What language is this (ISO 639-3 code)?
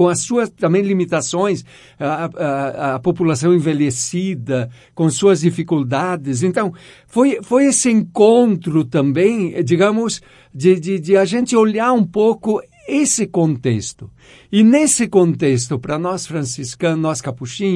por